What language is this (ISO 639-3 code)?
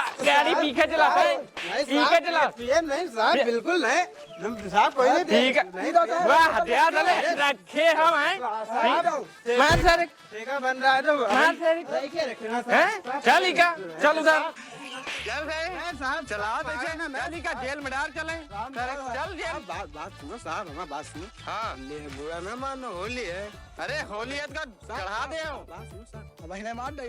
awa